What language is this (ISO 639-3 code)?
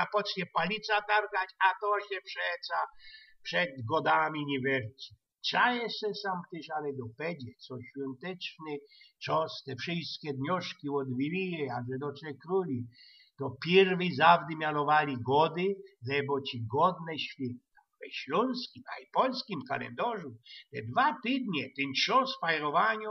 szl